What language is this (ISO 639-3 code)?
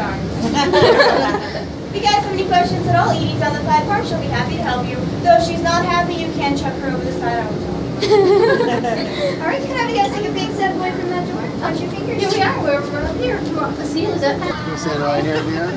eng